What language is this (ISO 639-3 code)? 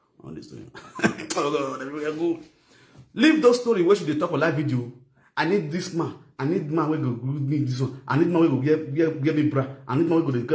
pcm